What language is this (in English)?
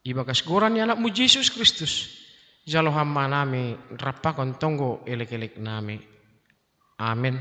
Batak Simalungun